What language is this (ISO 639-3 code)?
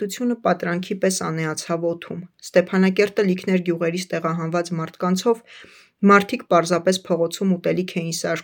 hye